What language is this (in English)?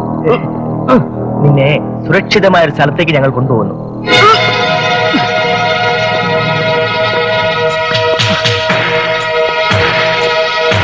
Malayalam